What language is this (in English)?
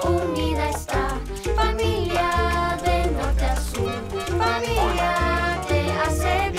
Spanish